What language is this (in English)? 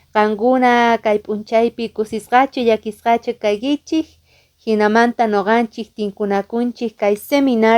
Quechua